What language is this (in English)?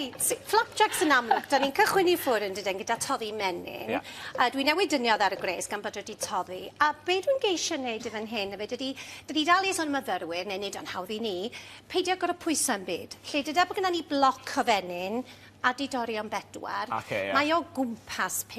Welsh